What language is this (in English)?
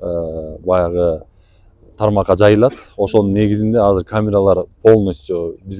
Kyrgyz